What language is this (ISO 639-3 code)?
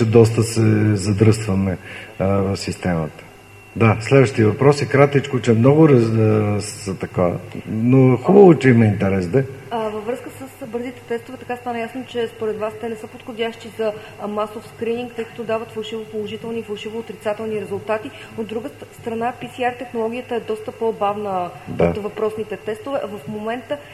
bul